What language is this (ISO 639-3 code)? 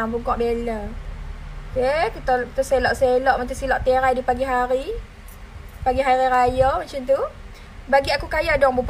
msa